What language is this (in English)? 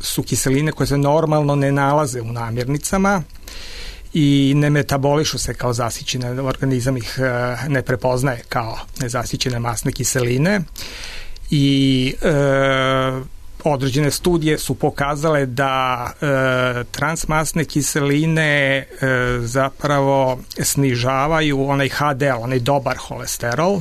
Serbian